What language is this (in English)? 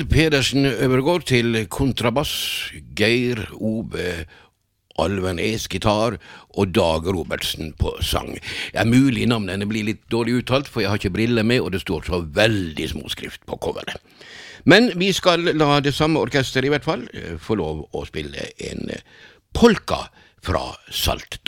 Norwegian